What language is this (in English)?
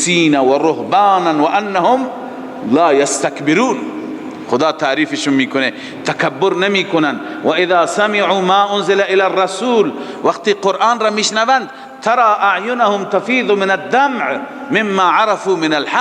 Persian